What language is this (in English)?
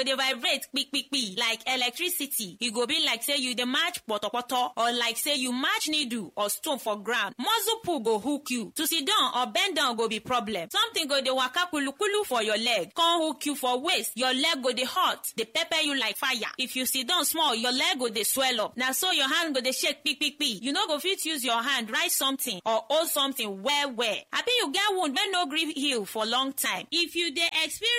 Nigerian Pidgin